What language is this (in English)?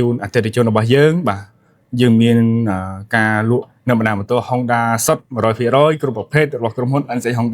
Khmer